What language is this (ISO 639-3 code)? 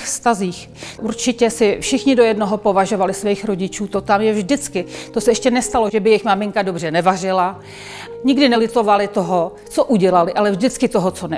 ces